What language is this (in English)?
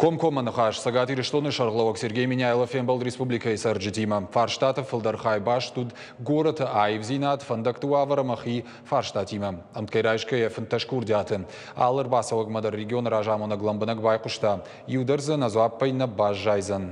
Ossetic